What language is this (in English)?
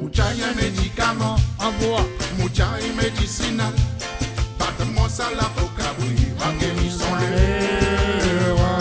Morisyen